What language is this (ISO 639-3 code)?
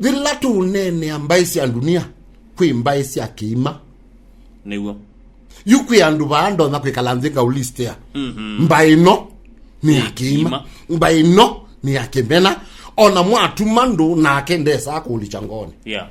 kam